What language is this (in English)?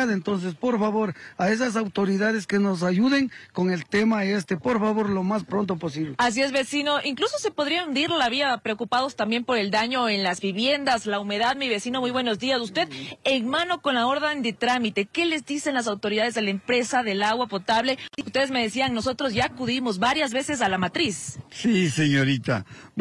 Spanish